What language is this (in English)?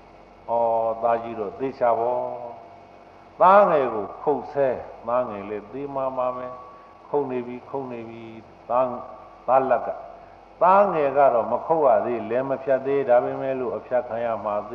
Burmese